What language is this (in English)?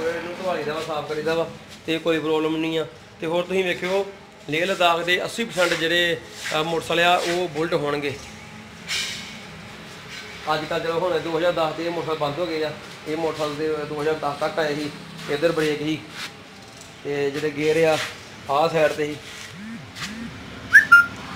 Punjabi